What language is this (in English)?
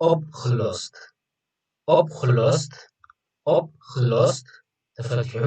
Tigrinya